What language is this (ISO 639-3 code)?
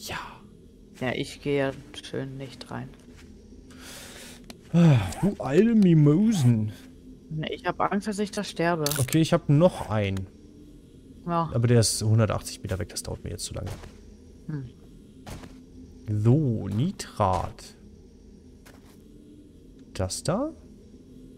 deu